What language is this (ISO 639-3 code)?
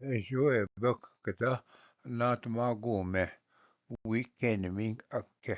oji